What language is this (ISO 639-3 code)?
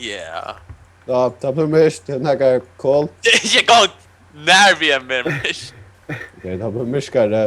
fao